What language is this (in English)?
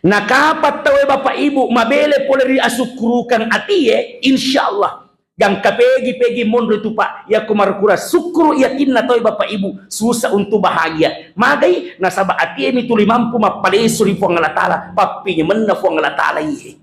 Buginese